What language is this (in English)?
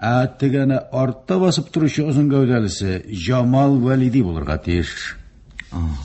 Tatar